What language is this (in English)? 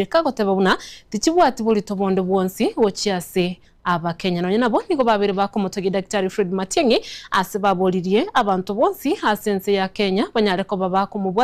Gusii